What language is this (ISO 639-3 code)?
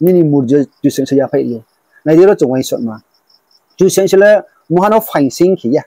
ria